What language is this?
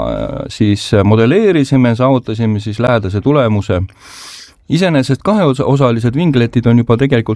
Estonian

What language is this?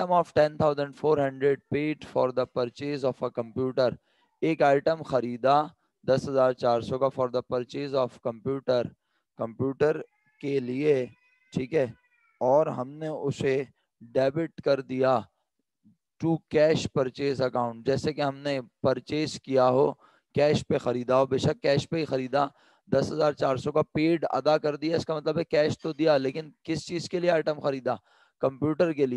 Urdu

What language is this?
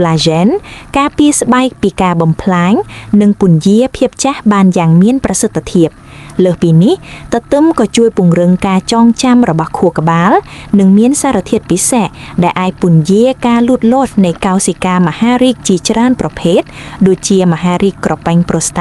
Khmer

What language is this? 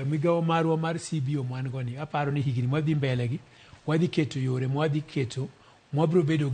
Luo (Kenya and Tanzania)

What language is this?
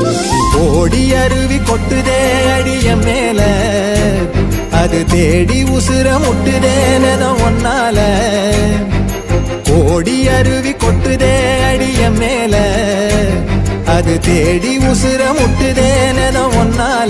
Tamil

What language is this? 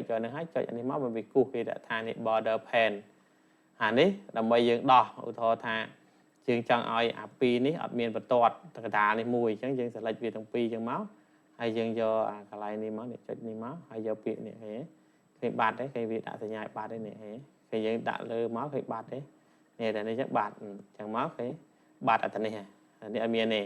Khmer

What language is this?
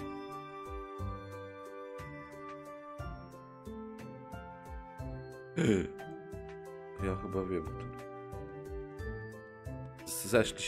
Polish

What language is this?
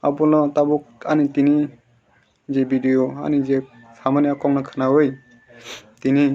Kok Borok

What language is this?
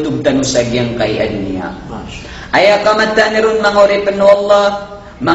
Maranao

